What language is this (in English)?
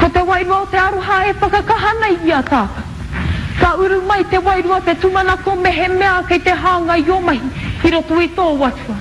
Māori